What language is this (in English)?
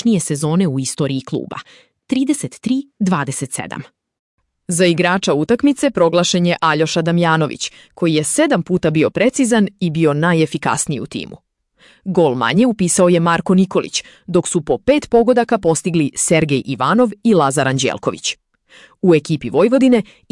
Serbian